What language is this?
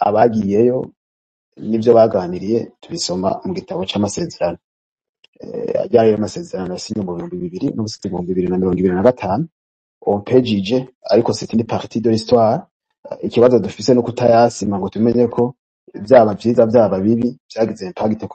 Rundi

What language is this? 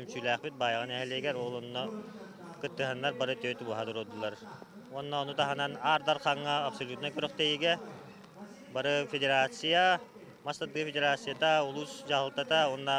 Yakut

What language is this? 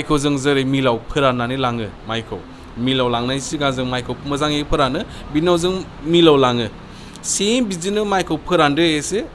Bodo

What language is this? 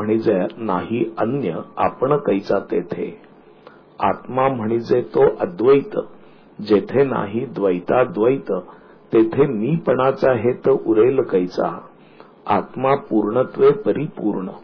Marathi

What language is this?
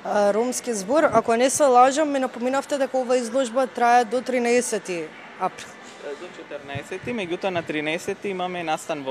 Macedonian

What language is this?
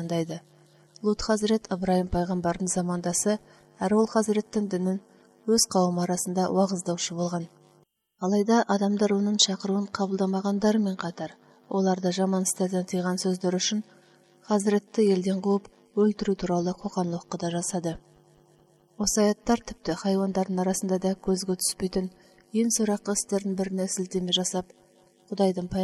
Kazakh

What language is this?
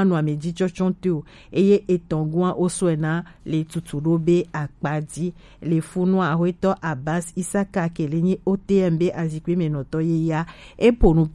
Gen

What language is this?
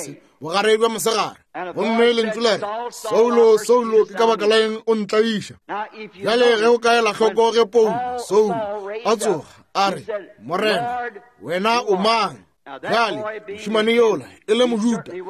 Northern Sotho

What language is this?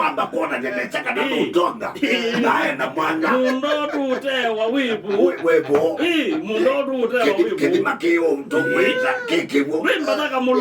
Kamba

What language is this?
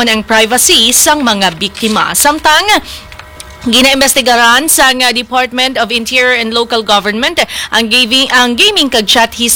Hiligaynon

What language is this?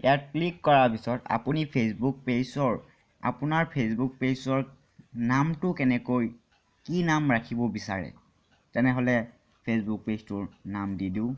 Assamese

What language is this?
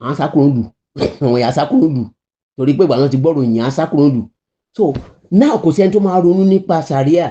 Yoruba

